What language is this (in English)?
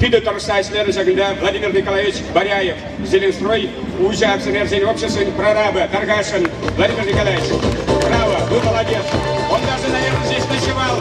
Chuvash